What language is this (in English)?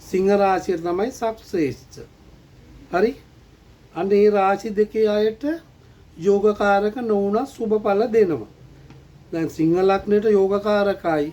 Sinhala